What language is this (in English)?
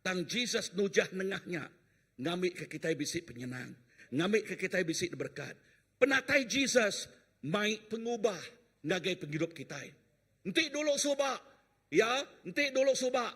Iban